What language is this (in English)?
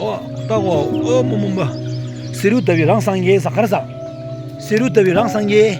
Tibetan